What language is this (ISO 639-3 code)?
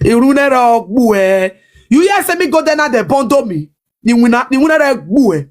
pcm